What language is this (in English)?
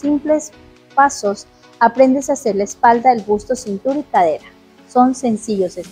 Spanish